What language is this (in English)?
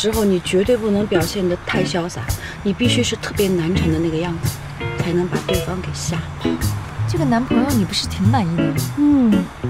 Chinese